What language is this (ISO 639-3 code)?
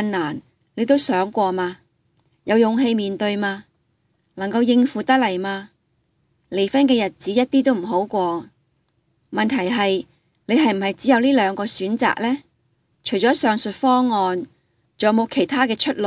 yue